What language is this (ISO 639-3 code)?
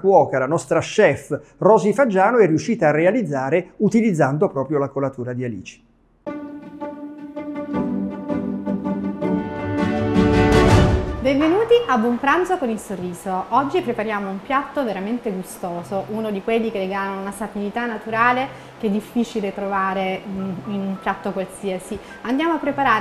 ita